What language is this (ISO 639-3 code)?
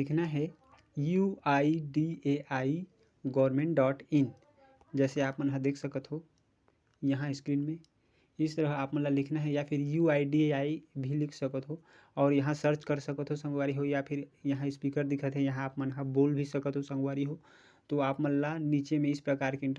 hne